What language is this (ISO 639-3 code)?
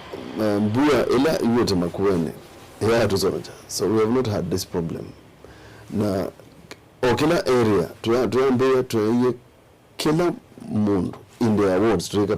kam